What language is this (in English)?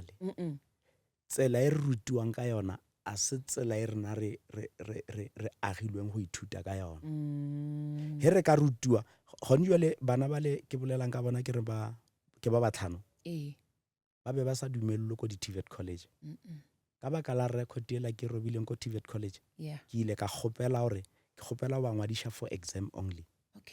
Northern Sotho